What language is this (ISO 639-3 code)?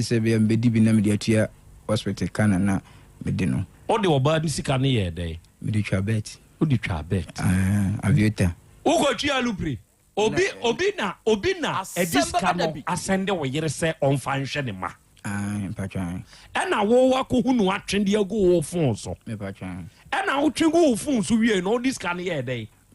aka